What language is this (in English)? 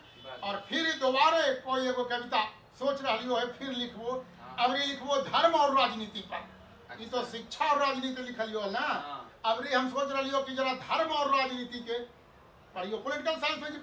Magahi